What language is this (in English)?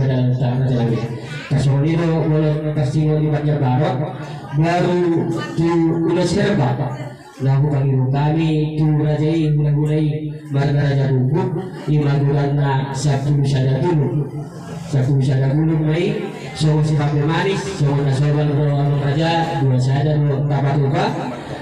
Batak Toba